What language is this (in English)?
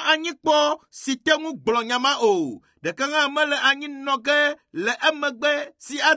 Ewe